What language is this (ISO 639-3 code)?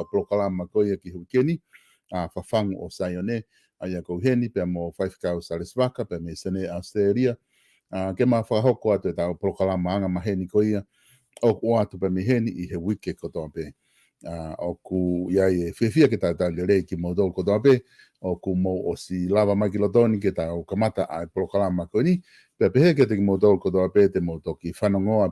ton